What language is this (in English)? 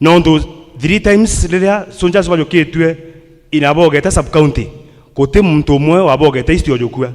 Meru